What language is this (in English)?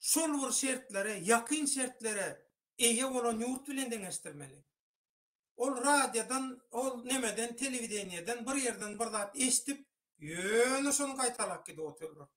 Turkmen